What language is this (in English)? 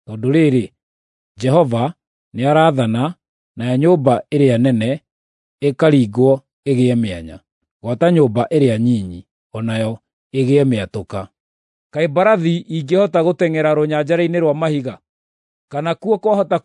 Kikuyu